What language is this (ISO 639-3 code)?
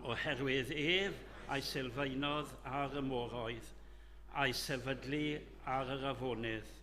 cym